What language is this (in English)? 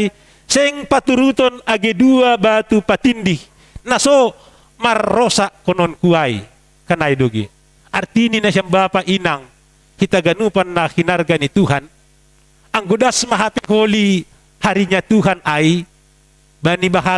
Batak Simalungun